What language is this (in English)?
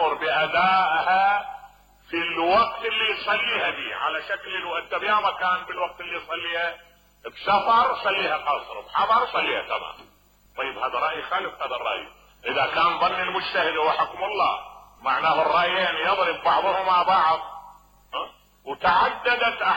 Mesopotamian Arabic